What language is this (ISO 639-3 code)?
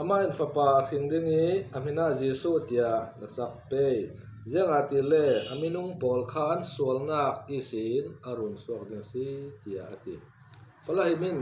cfm